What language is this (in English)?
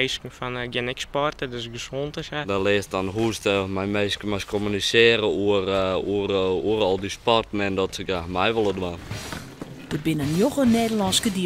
Western Frisian